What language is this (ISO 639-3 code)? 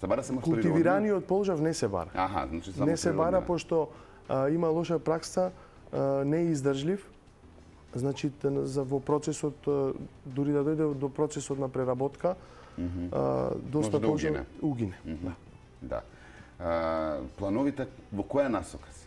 mkd